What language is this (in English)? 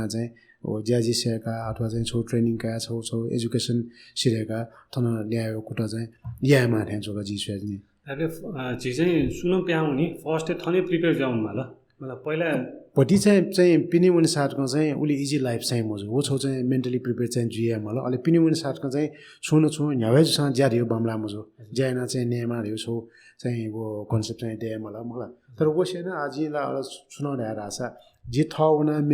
Newari